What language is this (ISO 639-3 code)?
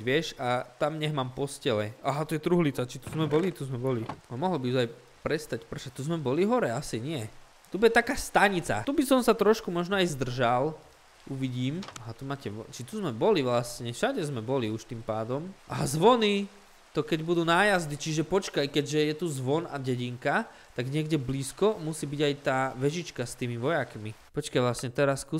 slk